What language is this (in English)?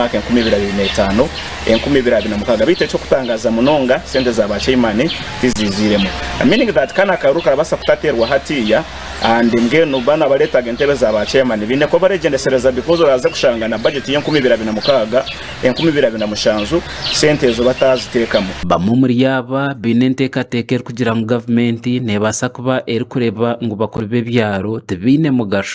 Nyankole